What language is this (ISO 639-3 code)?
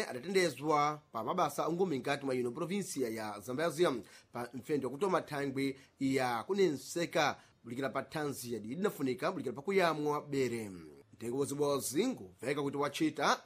seh